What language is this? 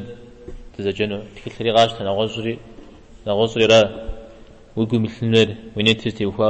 Kabardian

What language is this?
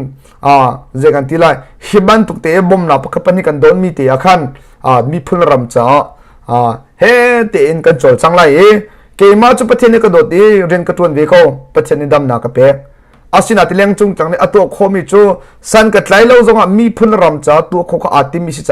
Hakha Chin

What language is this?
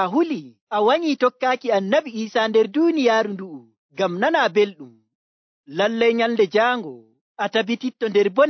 Nigerian Fulfulde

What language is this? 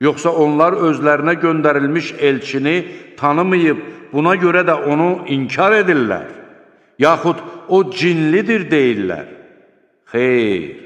Azerbaijani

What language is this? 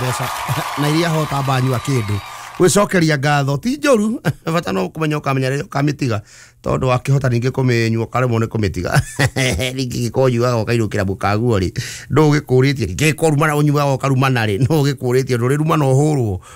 Kikuyu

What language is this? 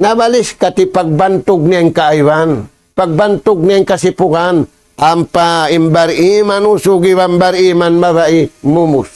Tausug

